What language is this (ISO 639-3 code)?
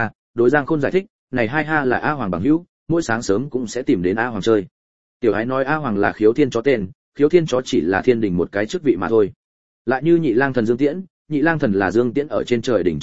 vie